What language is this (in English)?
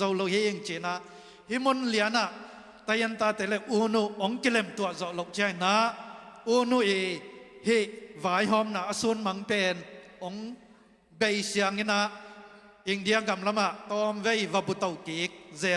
Tedim Chin